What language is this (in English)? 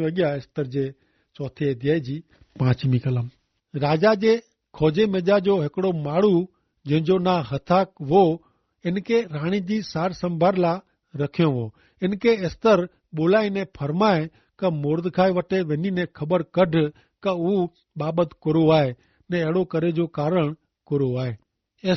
Kachhi